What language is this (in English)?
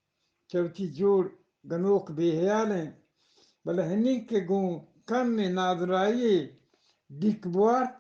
Eastern Balochi